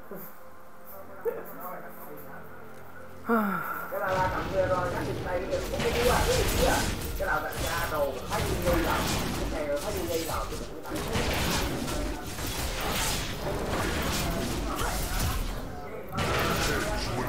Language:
Vietnamese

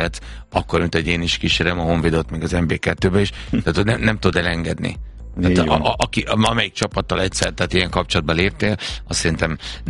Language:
Hungarian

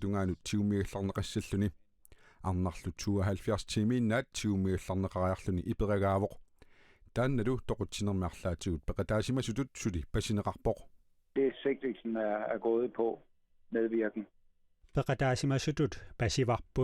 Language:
Kalaallisut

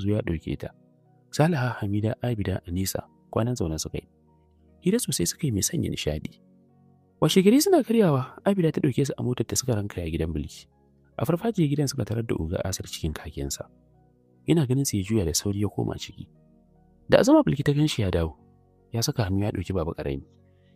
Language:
Hausa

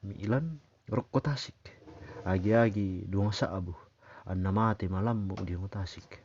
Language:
Toraja-Sa'dan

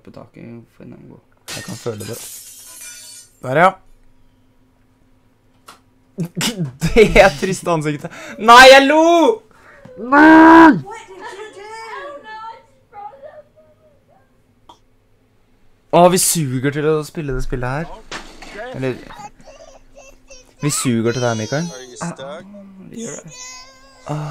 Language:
Norwegian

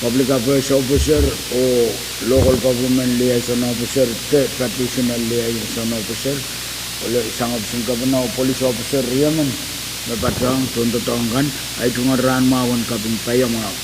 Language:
Pohnpeian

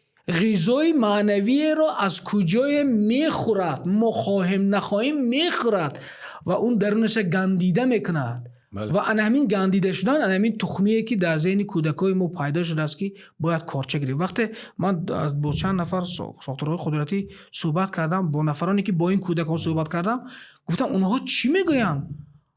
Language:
Tajik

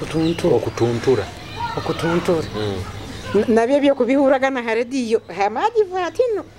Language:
Nyoro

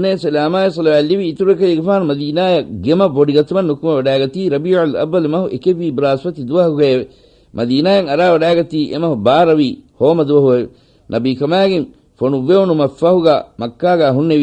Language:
Divehi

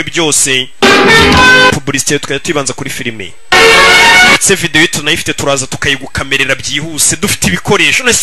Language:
Kinyarwanda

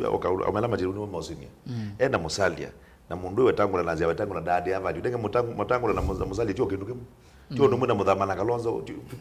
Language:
Kamba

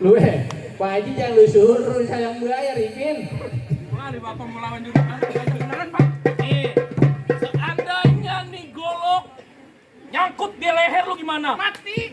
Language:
Betawi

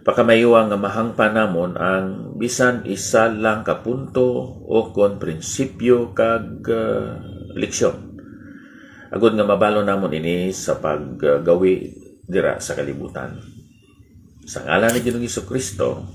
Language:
Hiligaynon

